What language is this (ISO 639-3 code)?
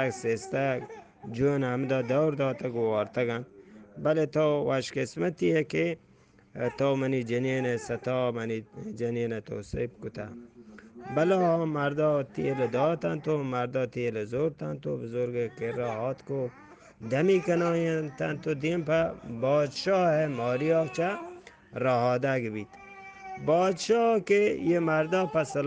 bgp